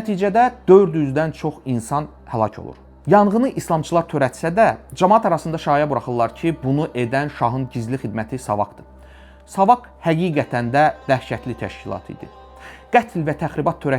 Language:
Azerbaijani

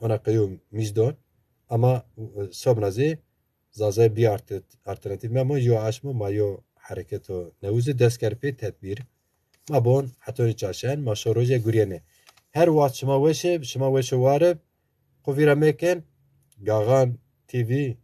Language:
Zaza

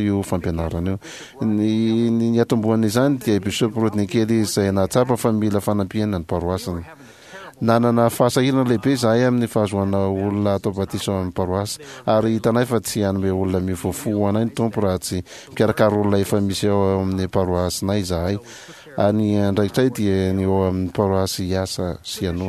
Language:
Malagasy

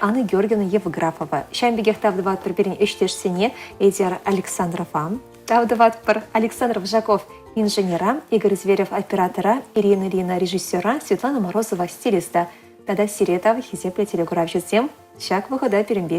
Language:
Chuvash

